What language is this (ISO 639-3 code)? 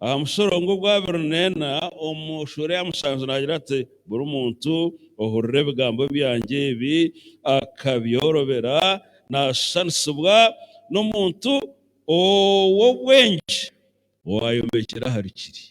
nyn